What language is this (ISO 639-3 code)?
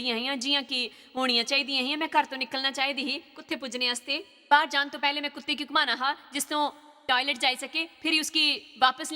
doi